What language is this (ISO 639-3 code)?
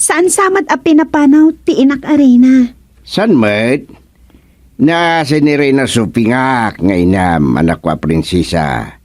ilo